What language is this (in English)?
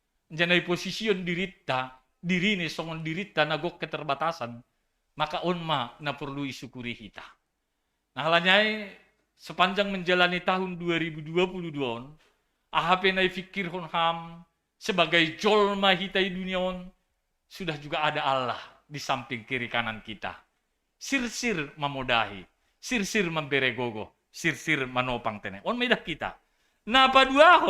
Batak Simalungun